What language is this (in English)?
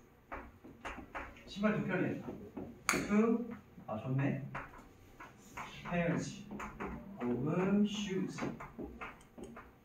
Korean